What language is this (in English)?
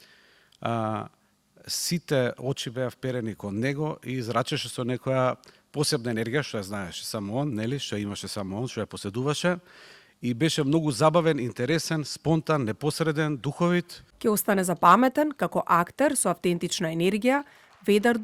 Macedonian